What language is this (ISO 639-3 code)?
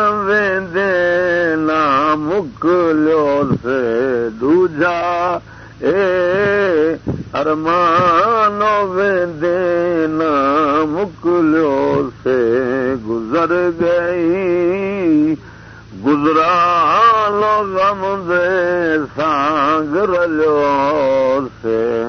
skr